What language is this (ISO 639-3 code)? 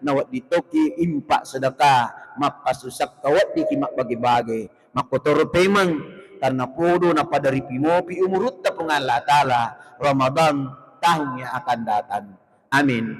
bug